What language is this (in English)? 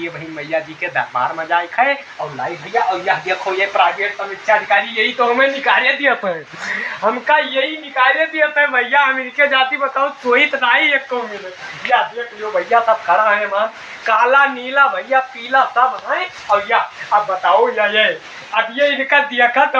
Awadhi